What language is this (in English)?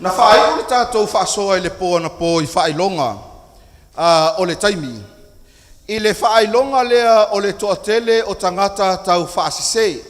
Samoan